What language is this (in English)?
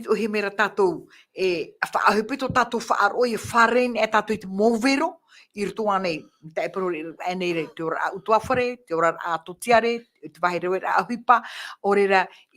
Tahitian